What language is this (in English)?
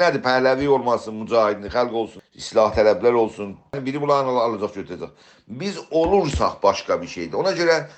South Azerbaijani